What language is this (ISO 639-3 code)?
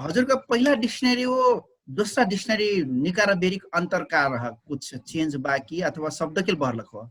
thl